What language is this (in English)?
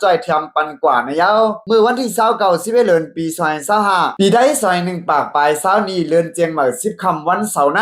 Shan